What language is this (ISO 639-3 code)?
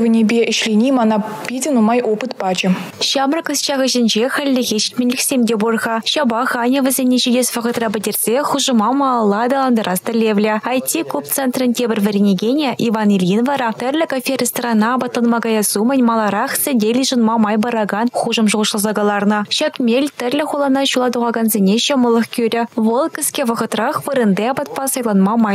chv